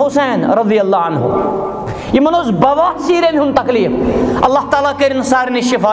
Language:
Kashmiri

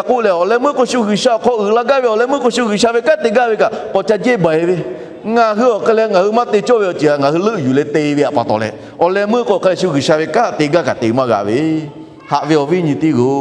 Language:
Lahu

